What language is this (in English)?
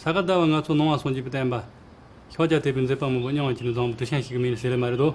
Tibetan